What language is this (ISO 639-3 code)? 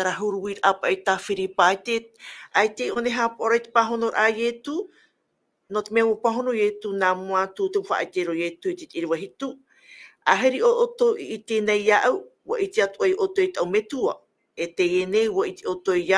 tah